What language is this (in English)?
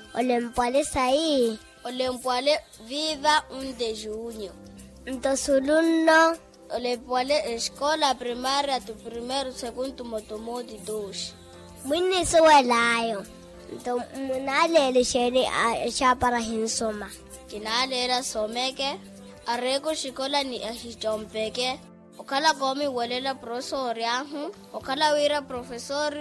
Makhuwa